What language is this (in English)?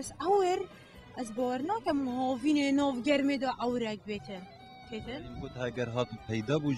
Kurdish